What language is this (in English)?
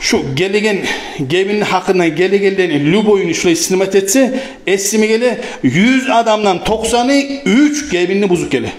Kumyk